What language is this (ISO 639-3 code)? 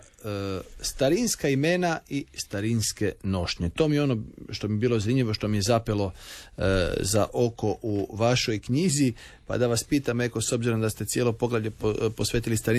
hrv